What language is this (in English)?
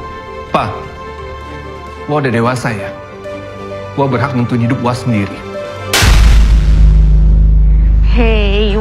Indonesian